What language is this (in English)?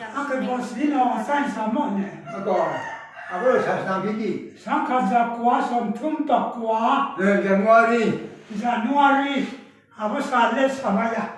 Riang (India)